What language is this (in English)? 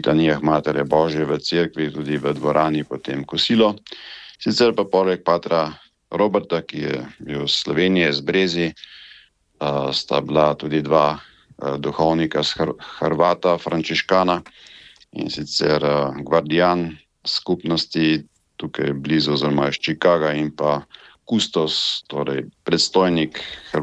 Slovenian